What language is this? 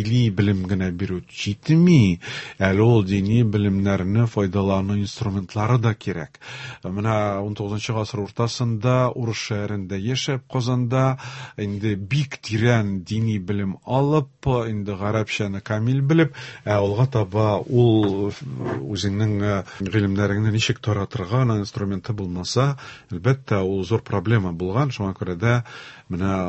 Tatar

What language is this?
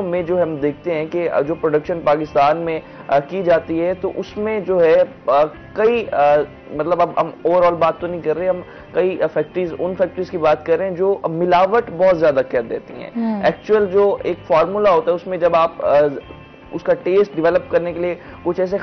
Urdu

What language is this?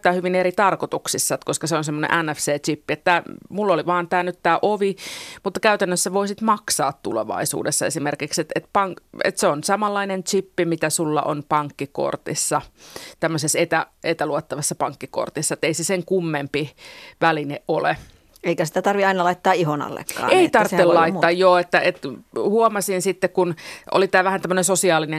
Finnish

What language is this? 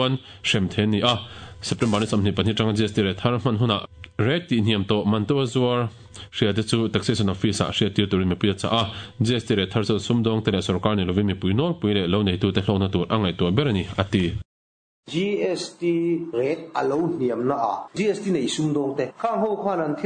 Mizo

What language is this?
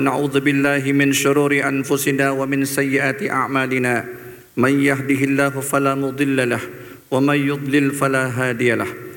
Arabic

